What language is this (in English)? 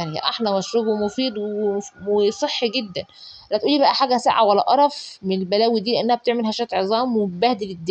Egyptian Arabic